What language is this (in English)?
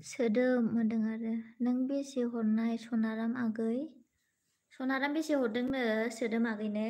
Bodo